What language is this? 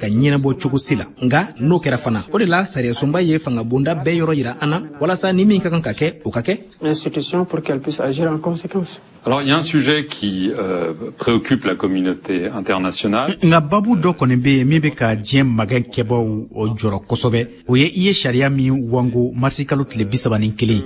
Bambara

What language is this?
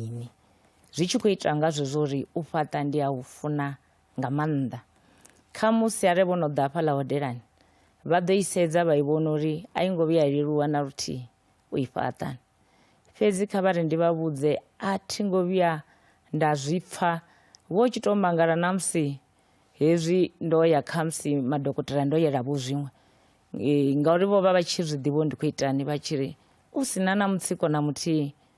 Venda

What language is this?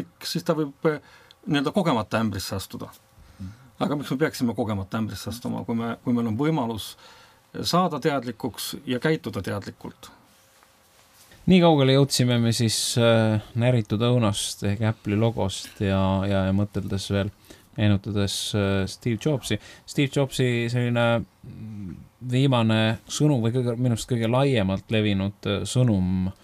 Estonian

